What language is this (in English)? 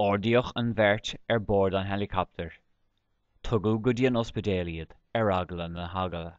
Irish